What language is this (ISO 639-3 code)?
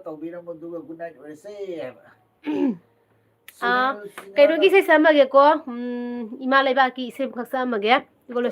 mni